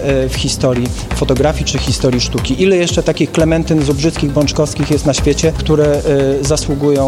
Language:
Polish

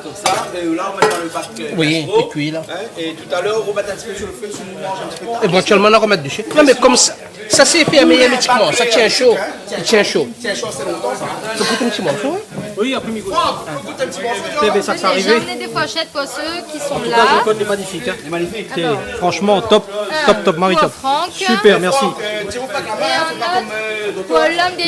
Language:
Réunion Creole French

